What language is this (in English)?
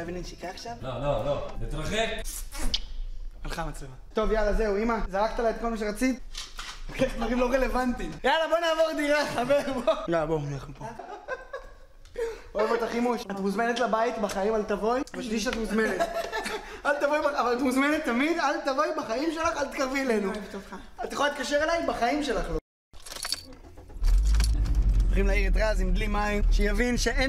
Hebrew